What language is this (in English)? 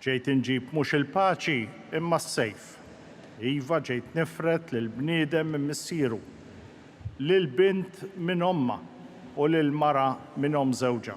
Maltese